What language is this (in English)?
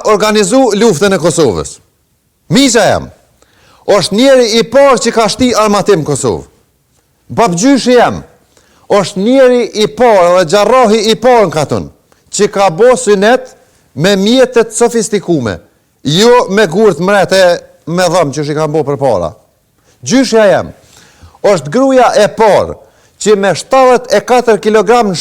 Albanian